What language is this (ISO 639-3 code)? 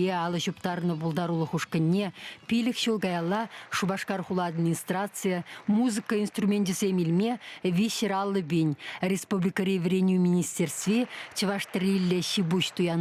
chv